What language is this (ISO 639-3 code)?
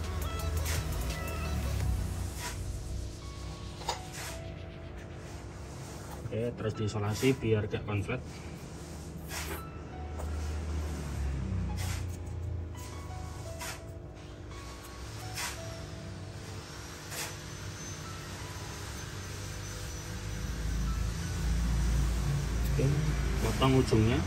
ind